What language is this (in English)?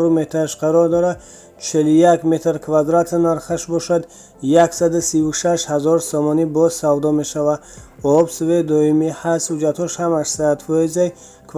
Tajik